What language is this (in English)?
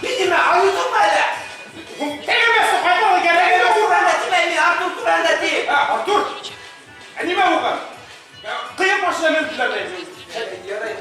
Bashkir